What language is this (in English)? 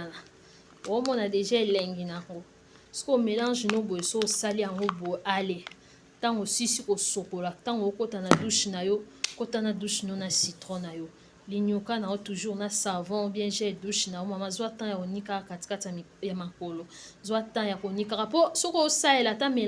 Lingala